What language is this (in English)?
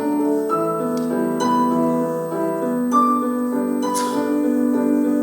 Abkhazian